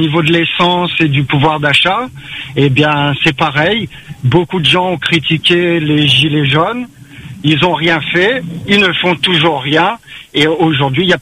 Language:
French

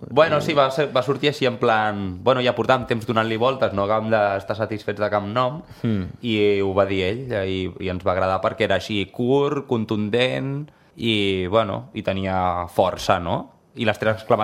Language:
Catalan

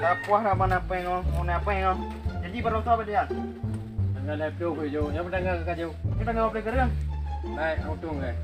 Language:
Achinese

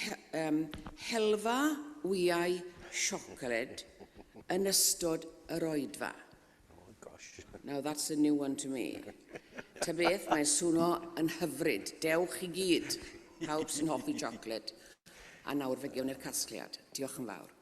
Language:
Welsh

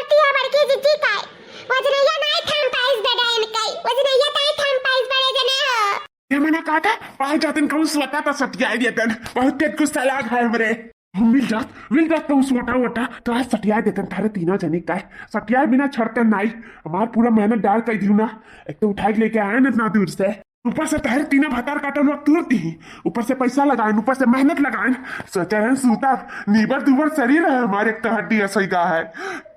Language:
Awadhi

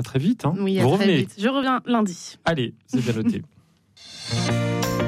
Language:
French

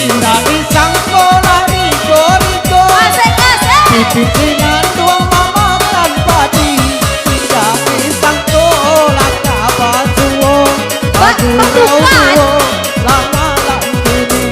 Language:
Minangkabau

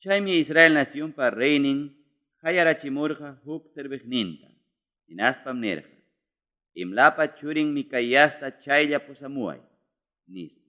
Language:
Ayacucho Quechua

